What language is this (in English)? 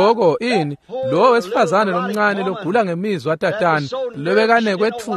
Swati